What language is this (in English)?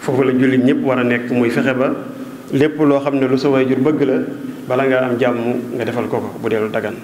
Wolof